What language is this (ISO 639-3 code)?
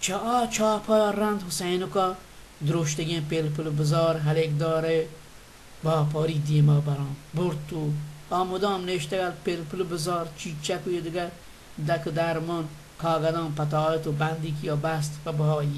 bal